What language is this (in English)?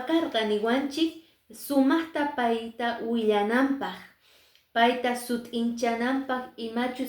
Quechua